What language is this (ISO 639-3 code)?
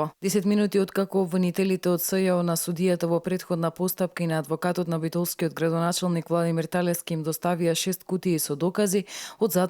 mkd